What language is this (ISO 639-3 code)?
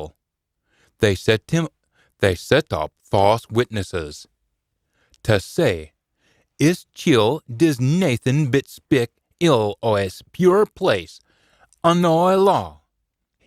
sco